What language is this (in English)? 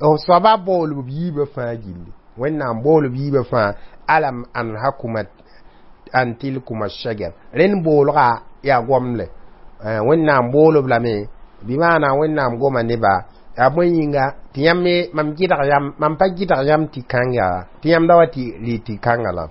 Mossi